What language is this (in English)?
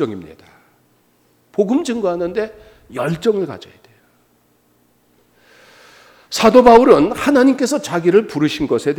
Korean